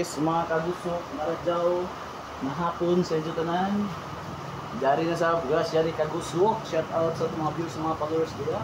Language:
Surigaonon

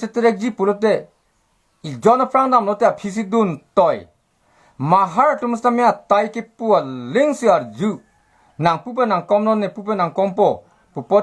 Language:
Karbi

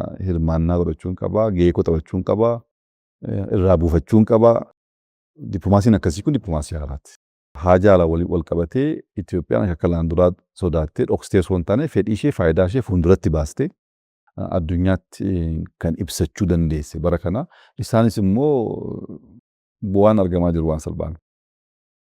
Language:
Oromo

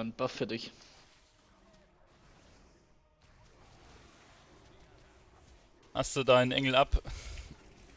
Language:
German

